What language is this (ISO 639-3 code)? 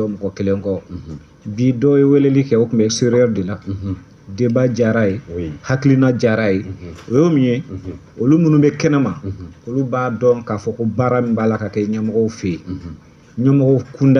bam